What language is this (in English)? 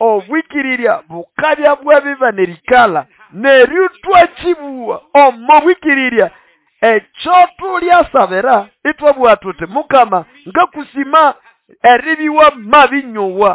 Nande